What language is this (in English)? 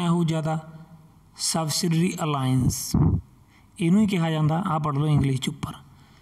Punjabi